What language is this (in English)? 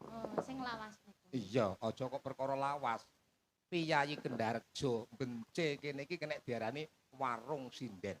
Javanese